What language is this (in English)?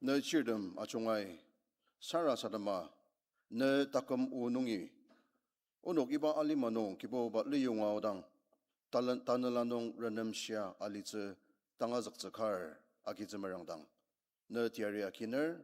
Ao Naga